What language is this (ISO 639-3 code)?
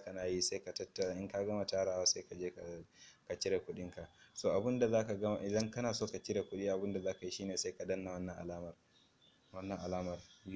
hau